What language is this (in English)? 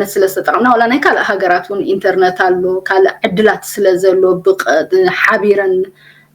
Tigrinya